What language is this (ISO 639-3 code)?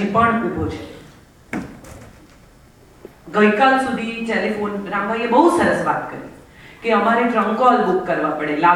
guj